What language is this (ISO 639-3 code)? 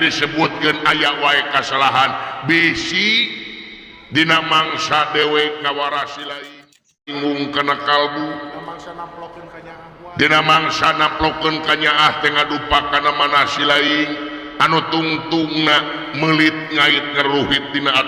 sun